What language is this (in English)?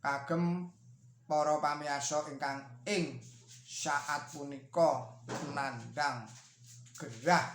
Javanese